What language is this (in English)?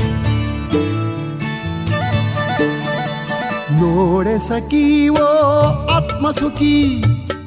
Kannada